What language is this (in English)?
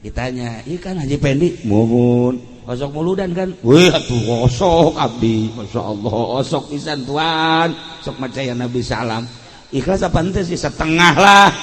Sundanese